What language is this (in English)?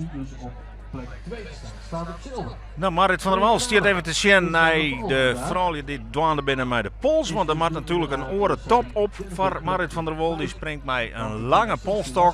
Western Frisian